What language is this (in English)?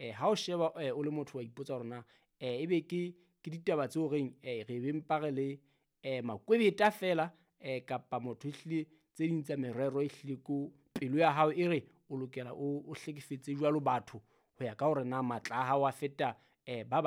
Southern Sotho